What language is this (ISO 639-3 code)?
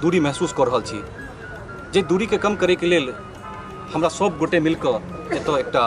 mai